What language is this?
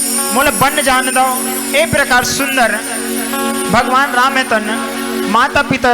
Chhattisgarhi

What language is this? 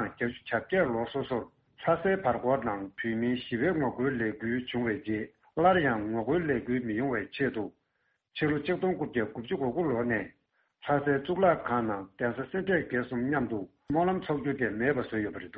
Tibetan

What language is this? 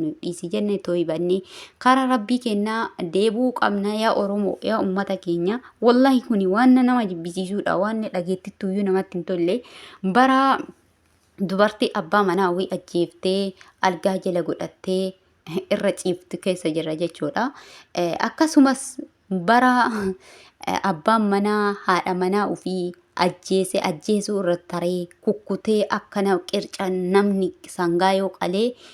Oromo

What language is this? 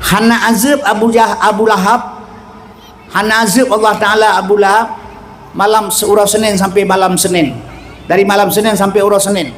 Achinese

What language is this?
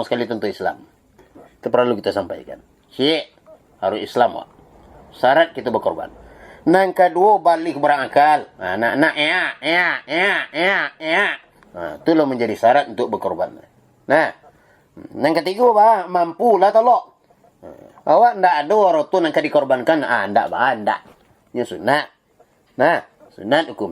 Minangkabau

